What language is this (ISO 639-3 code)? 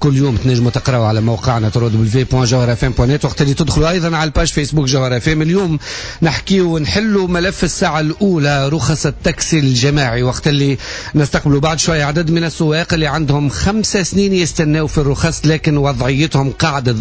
aeb